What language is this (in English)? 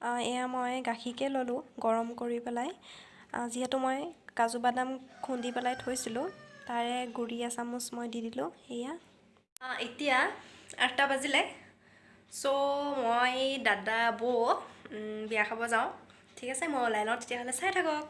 Assamese